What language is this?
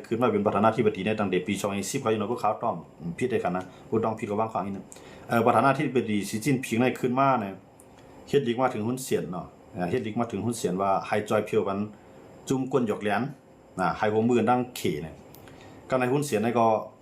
Shan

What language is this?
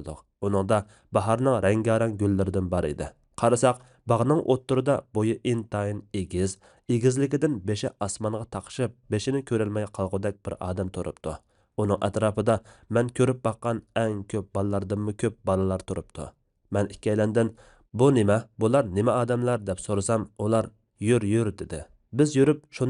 Uyghur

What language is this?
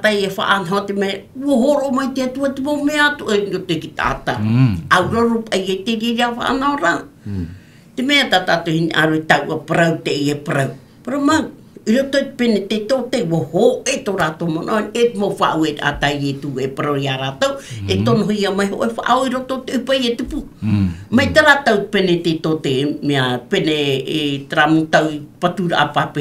Tahitian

